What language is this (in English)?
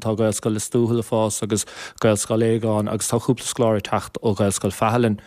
Irish